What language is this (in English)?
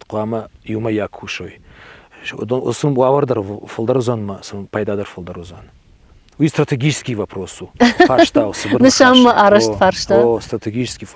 Ossetic